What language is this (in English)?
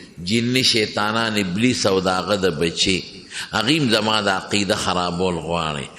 Pashto